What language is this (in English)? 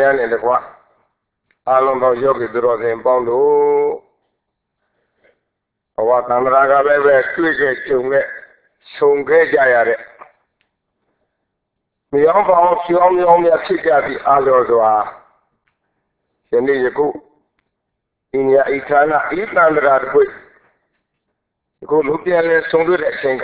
Burmese